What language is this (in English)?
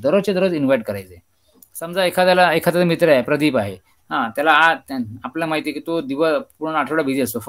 Marathi